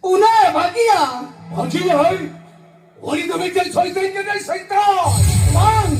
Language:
Santali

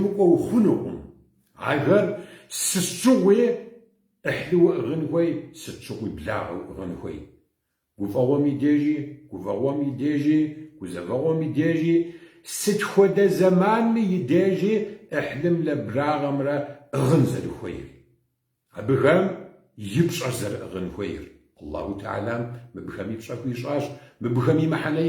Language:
Kabardian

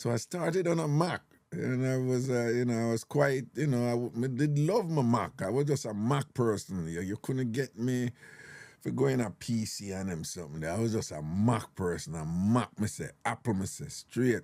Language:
Jamaican Creole English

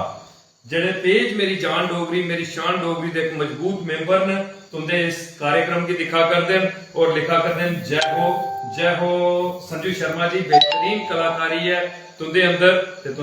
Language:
Dogri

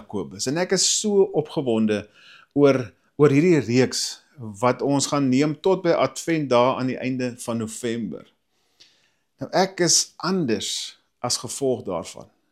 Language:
Afrikaans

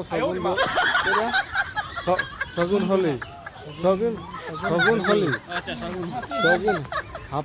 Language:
Santali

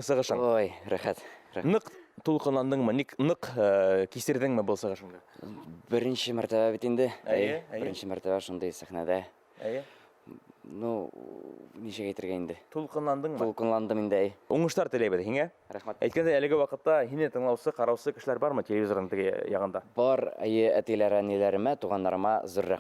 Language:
Bashkir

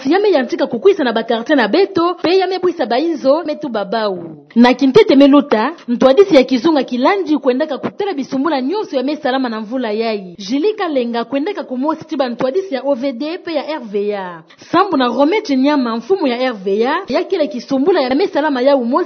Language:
Kituba (Democratic Republic of Congo)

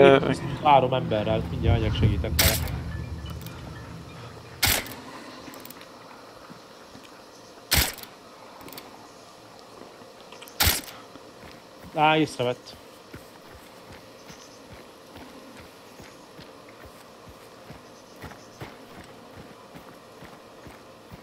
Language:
Hungarian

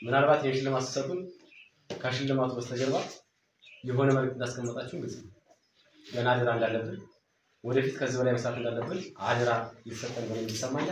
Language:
Amharic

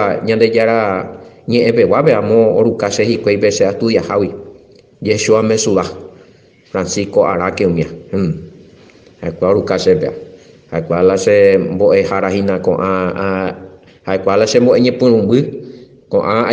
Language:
Guarani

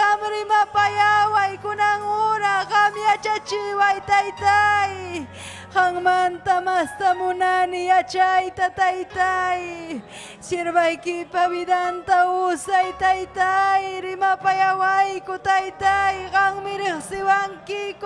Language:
Ayacucho Quechua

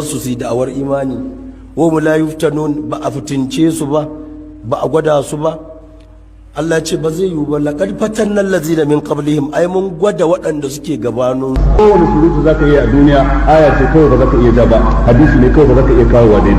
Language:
Hausa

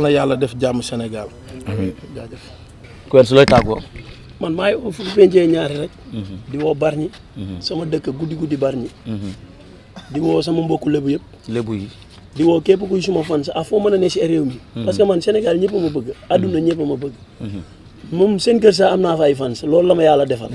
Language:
Wolof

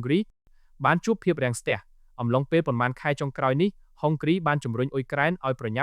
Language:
Khmer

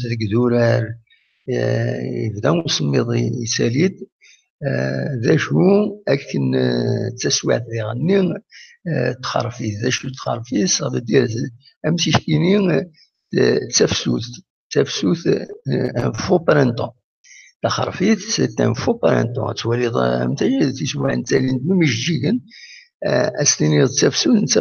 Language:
Kabyle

